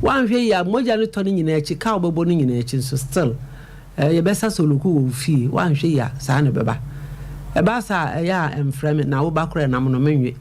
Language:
Akan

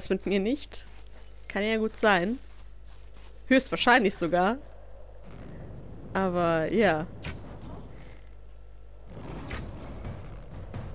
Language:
German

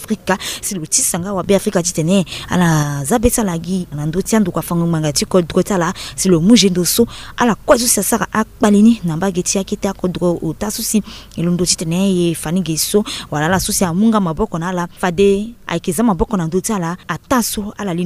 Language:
Sango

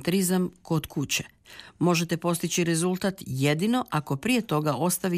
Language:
Croatian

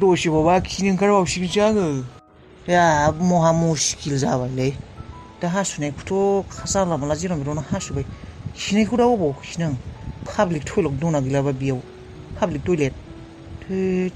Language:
Bodo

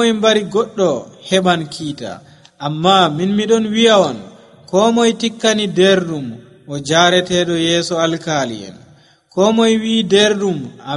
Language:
Nigerian Fulfulde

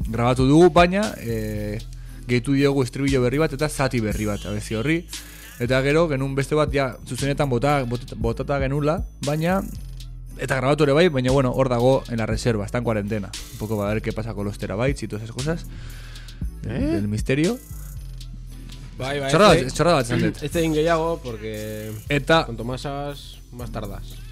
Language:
Basque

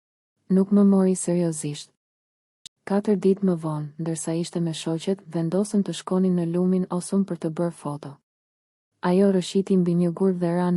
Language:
Albanian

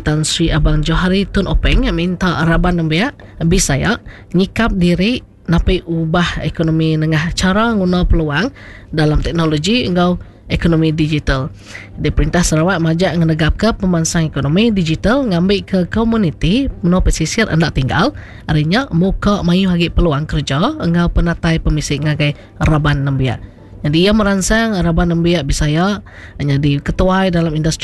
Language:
Iban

